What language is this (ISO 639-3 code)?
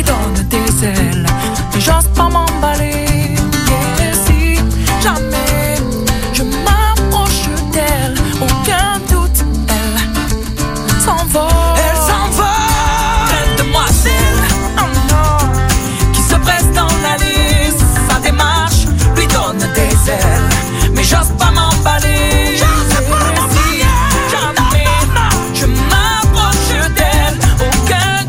fra